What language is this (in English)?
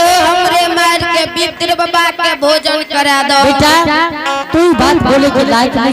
Angika